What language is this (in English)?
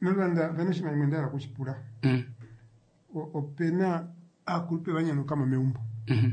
Kuanyama